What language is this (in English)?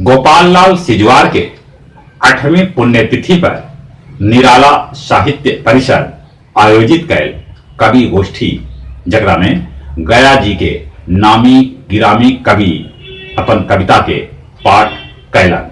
Magahi